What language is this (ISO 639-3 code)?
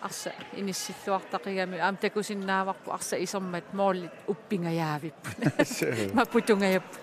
kal